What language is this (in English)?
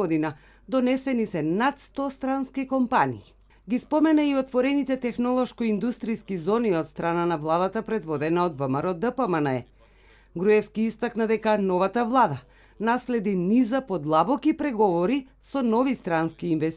Macedonian